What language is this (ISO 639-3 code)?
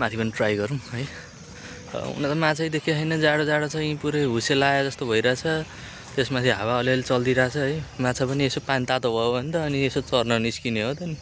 nep